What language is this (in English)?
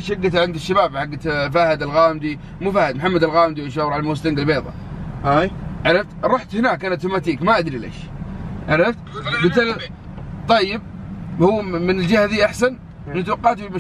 Najdi Arabic